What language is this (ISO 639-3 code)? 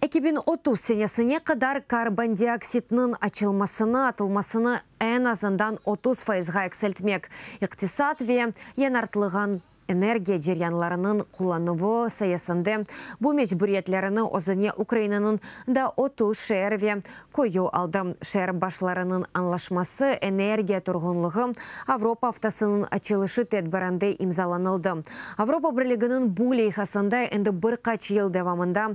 crh